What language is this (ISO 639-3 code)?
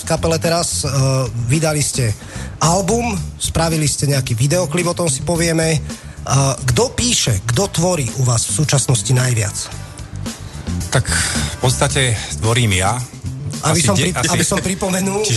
slk